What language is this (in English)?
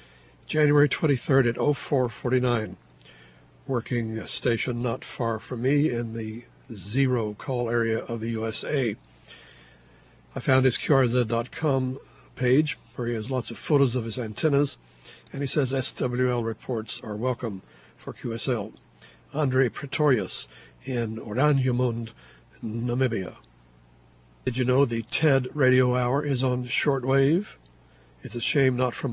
English